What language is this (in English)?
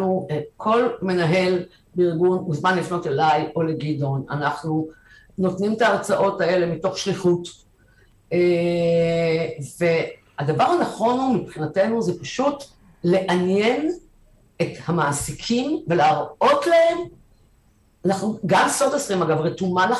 Hebrew